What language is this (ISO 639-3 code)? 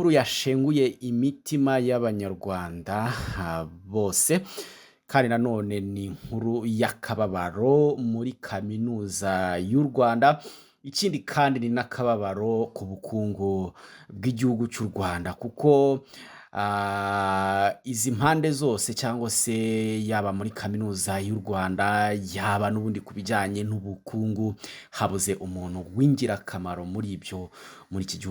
kin